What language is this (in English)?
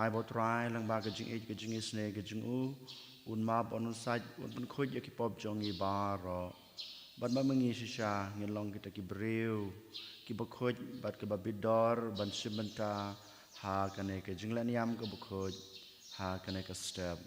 Khasi